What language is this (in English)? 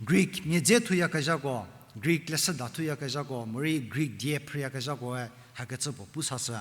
Angami Naga